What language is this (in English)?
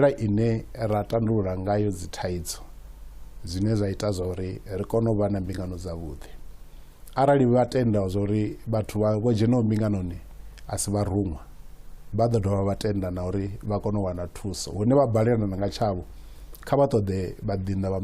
Venda